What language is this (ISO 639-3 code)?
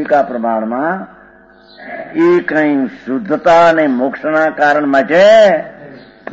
guj